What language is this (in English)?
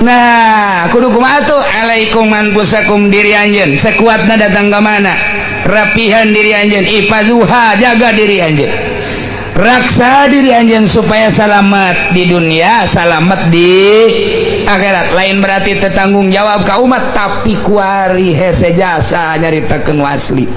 Sundanese